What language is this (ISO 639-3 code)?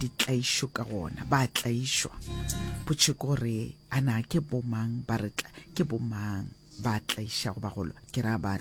nso